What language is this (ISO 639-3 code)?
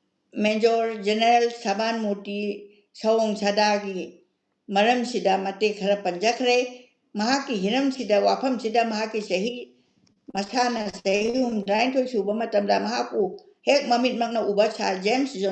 mni